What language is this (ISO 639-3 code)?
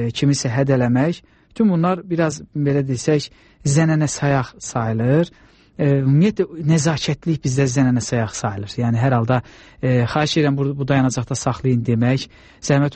aze